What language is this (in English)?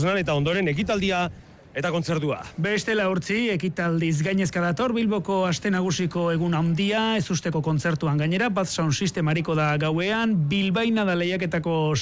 Basque